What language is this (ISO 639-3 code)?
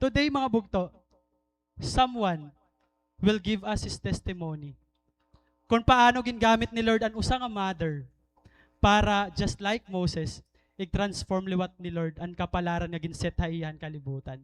war